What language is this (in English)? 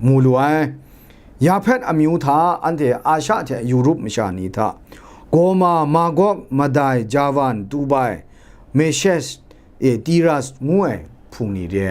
Kachin